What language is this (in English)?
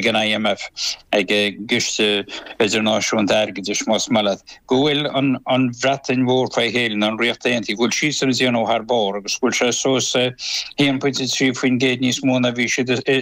Irish